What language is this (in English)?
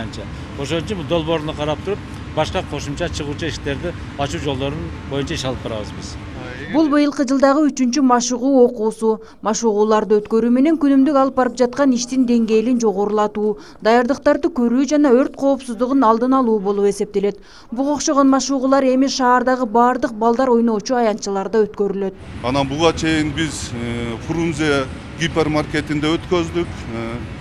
Kyrgyz